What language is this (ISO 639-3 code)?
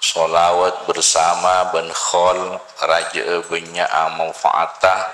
mad